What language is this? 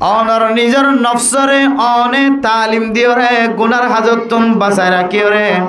Rohingya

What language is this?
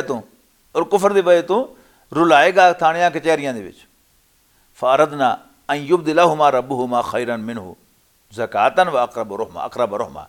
Western Panjabi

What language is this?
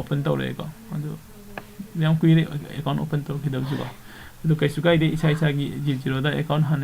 Manipuri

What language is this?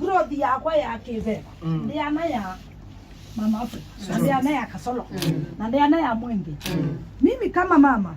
Kamba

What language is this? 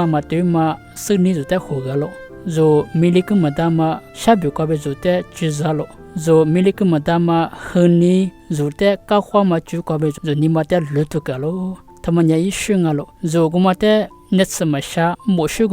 Lisu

